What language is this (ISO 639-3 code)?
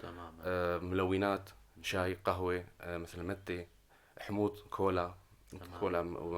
apc